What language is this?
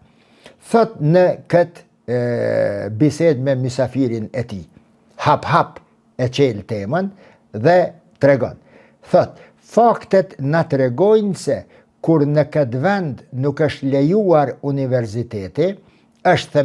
Albanian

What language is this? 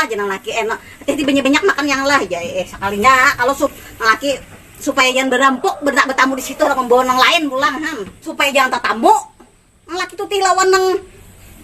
Banjar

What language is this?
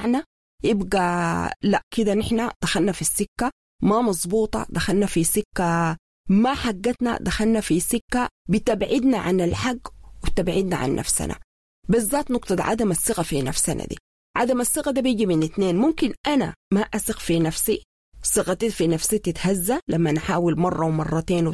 Sudanese Arabic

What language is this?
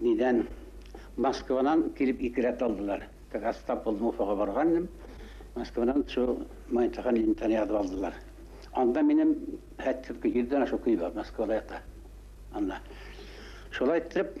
Bashkir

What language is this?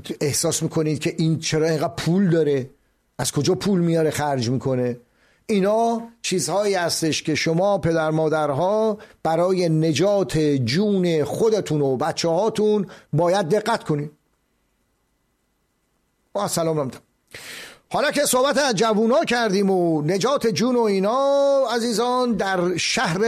Persian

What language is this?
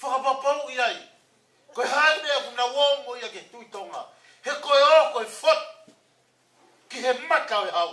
Tongan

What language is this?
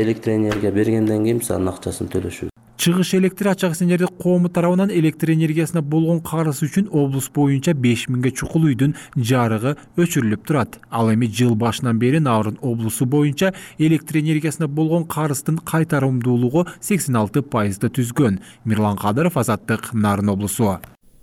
Kyrgyz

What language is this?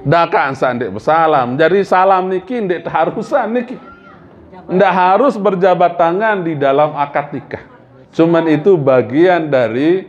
Sasak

